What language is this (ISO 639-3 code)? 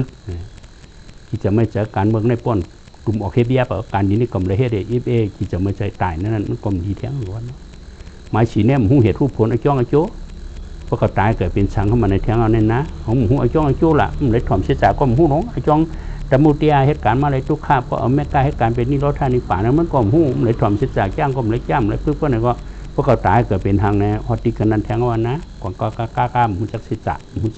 shn